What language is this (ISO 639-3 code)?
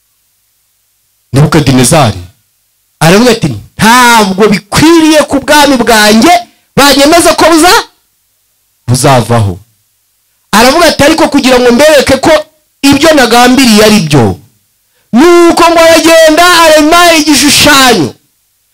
kin